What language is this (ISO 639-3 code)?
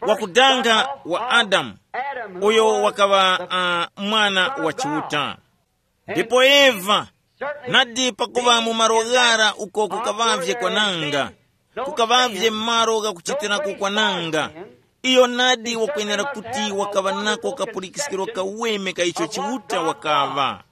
tum